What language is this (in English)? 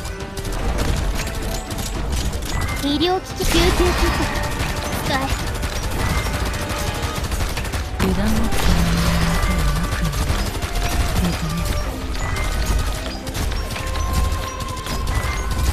Japanese